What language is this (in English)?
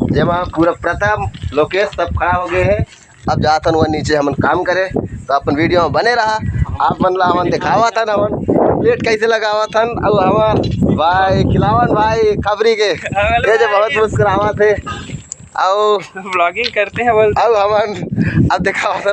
Chhattisgarhi